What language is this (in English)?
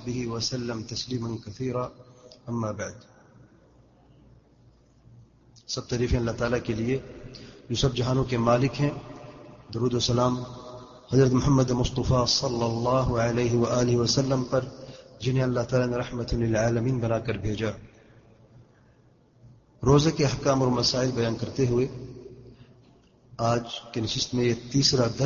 Urdu